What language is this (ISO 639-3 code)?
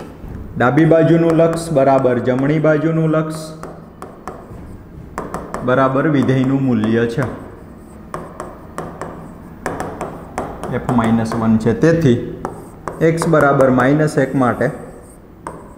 guj